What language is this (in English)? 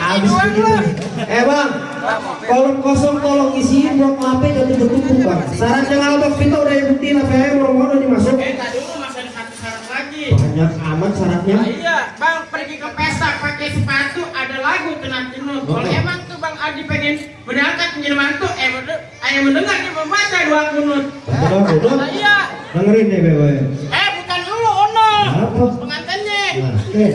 Betawi